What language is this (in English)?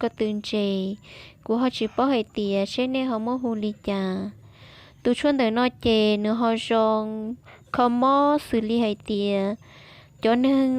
Hmong